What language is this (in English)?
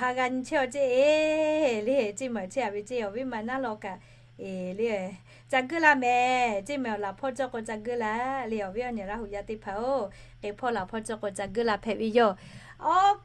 Lahu